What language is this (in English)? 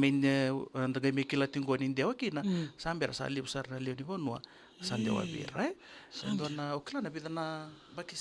Fijian